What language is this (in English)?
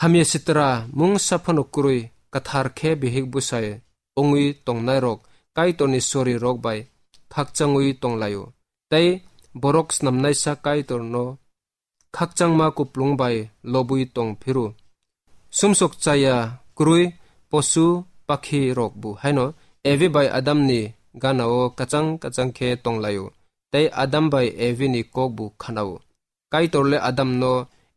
Kok Borok